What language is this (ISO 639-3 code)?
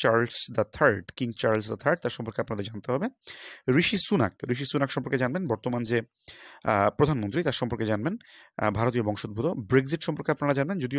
ben